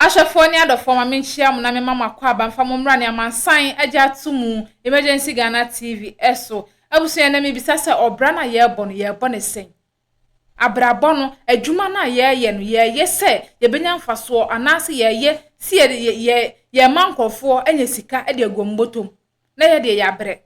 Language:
Akan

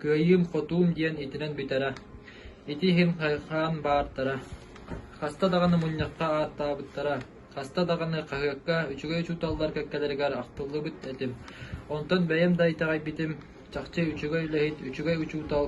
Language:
Yakut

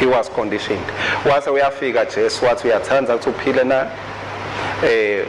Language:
Swati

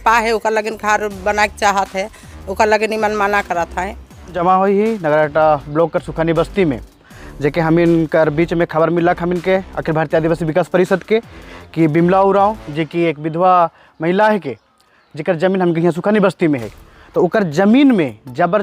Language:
Sadri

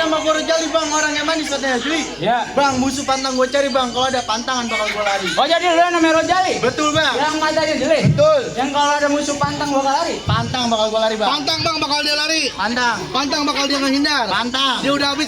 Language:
Betawi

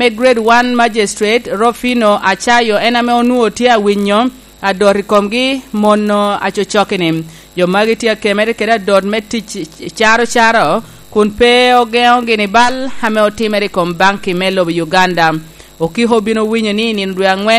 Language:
Lango (Uganda)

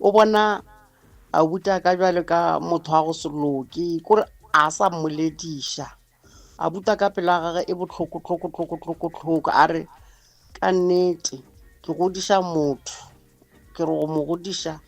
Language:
Northern Sotho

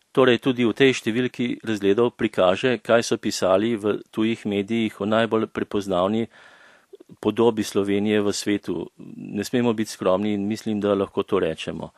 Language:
Slovenian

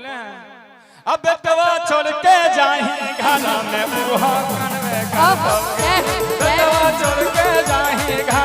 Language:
Magahi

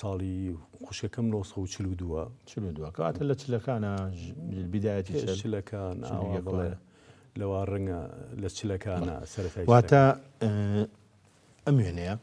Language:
Central Kurdish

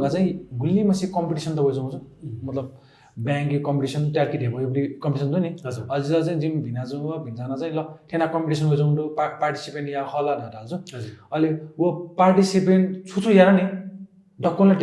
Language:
Newari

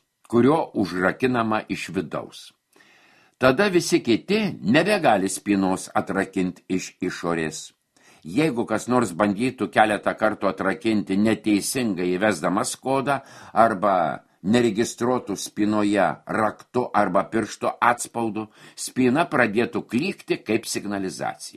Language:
Lithuanian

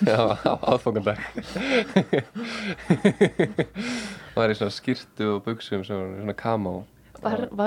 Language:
Icelandic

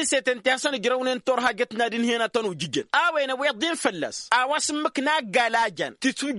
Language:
Tamasheq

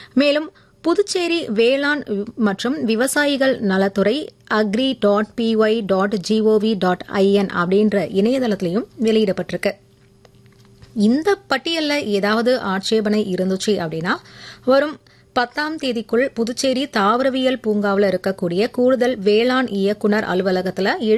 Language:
Tamil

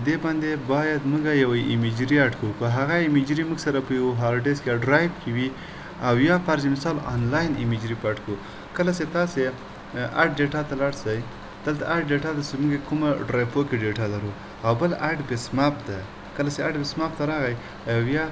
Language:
Pashto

